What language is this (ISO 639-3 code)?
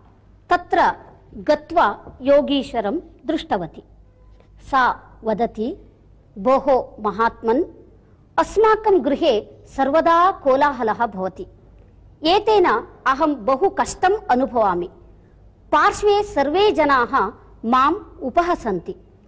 san